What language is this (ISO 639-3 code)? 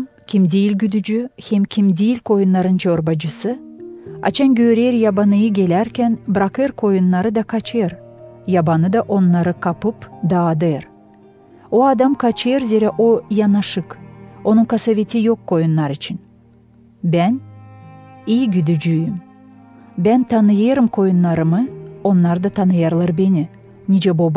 gag